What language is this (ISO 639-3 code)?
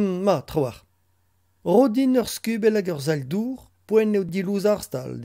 bre